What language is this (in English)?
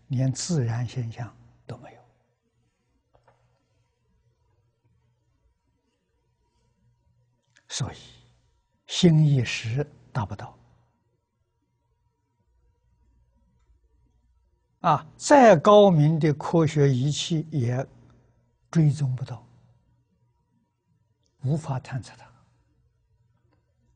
Chinese